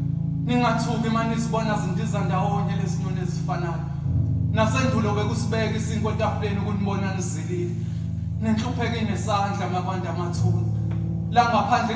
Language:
Zulu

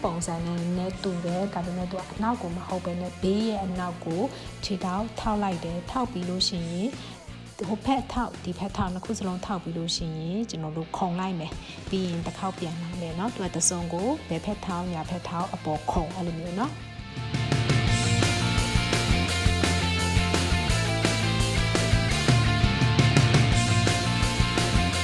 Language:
Burmese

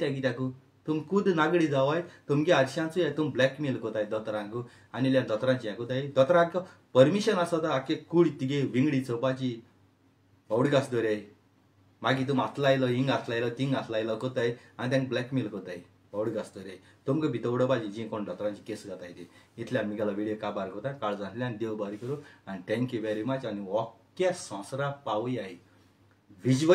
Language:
Konkani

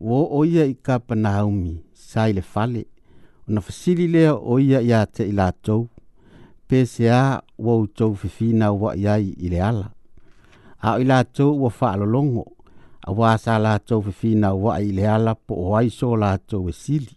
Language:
Samoan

